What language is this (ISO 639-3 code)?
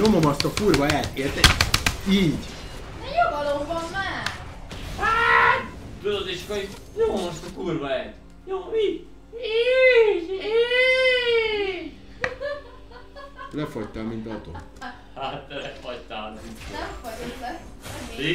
hun